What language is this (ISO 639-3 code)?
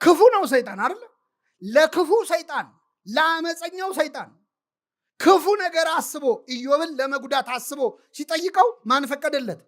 amh